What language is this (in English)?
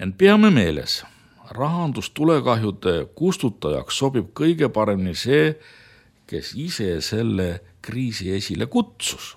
Estonian